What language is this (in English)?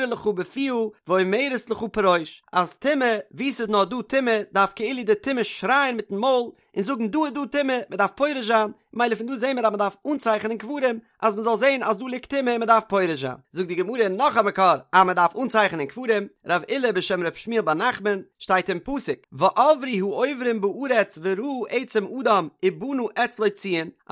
Yiddish